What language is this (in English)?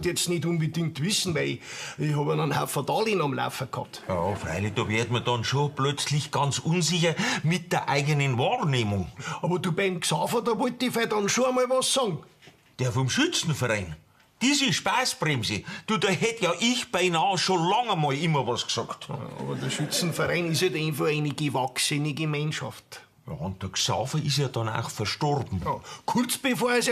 Bavarian